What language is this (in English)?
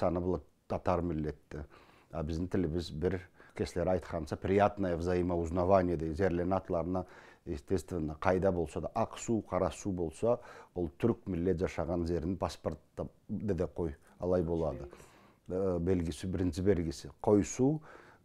Karachay-Balkar